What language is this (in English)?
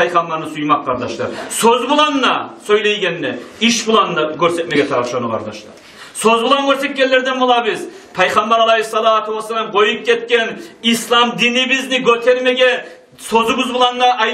Kumyk